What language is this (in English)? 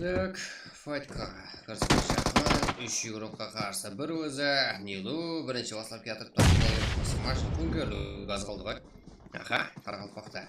Kara-Kalpak